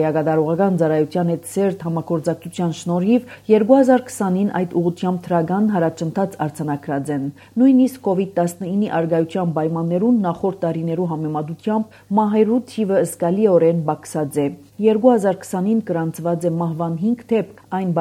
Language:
Armenian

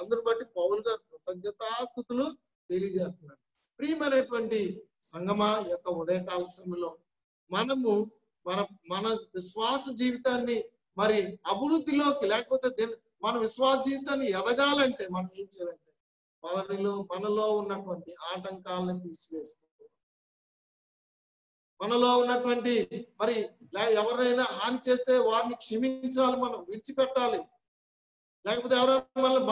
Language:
Telugu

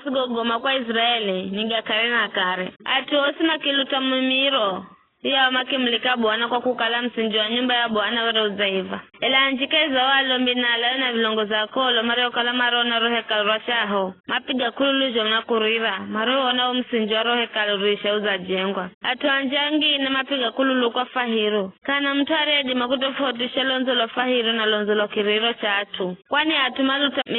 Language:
Giryama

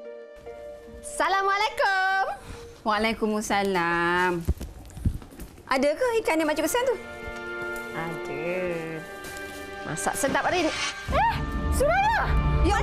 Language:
Malay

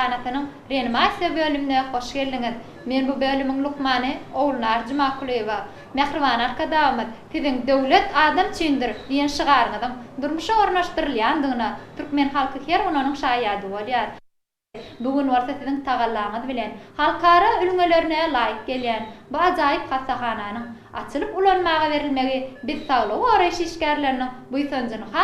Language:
Turkmen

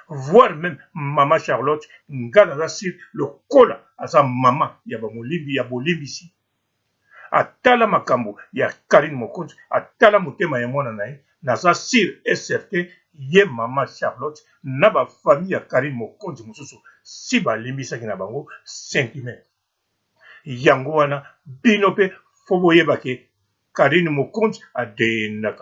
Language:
Lingala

